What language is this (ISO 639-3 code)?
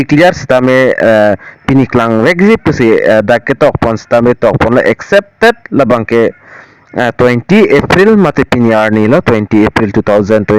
mjw